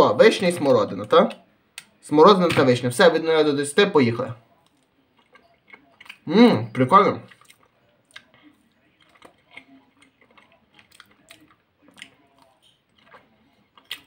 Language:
Ukrainian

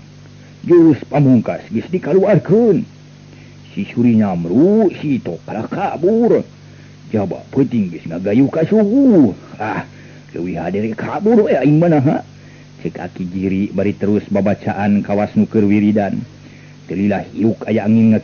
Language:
Sundanese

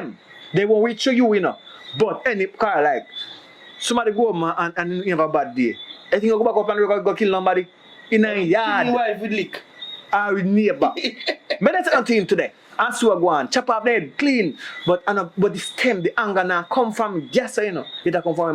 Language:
Jamaican Creole English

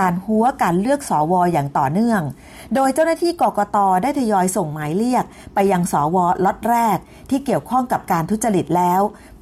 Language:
Thai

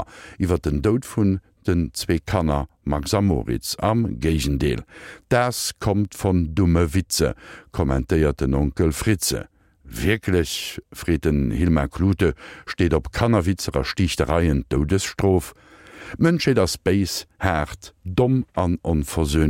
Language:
Luxembourgish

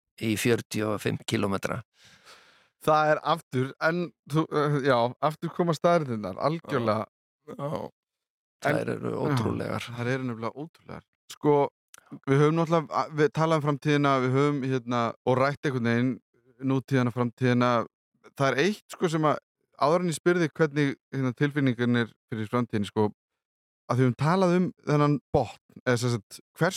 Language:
Icelandic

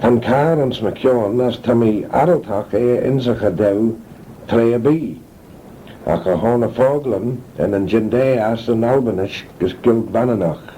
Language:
Manx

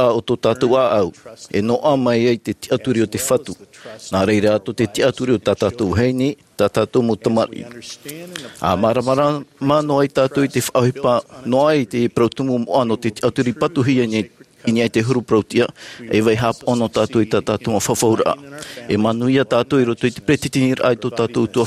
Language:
Tahitian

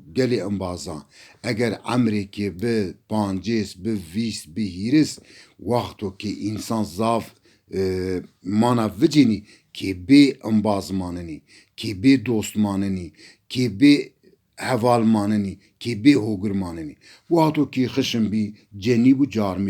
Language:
Zaza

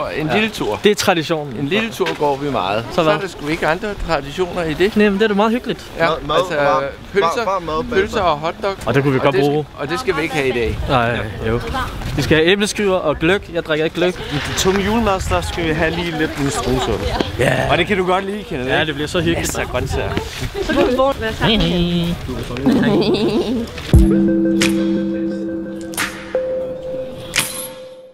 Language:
Danish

